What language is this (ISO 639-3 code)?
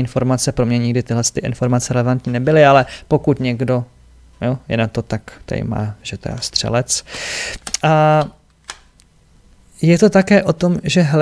ces